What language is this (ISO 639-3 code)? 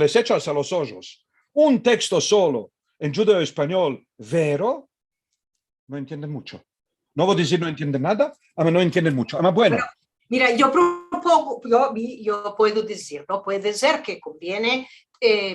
lad